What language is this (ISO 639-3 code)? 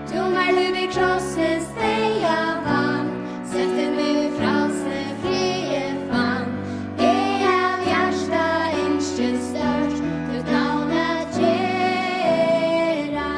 fao